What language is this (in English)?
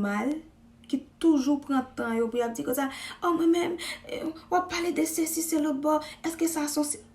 Haitian Creole